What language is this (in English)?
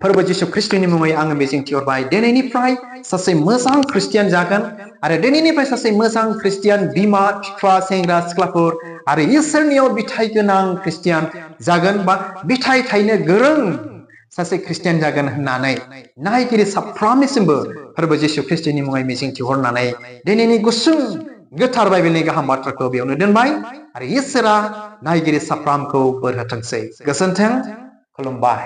Bodo